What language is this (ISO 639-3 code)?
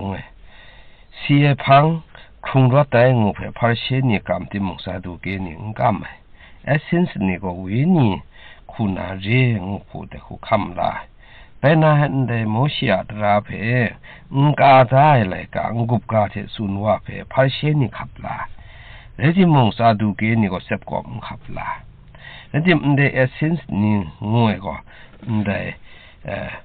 kac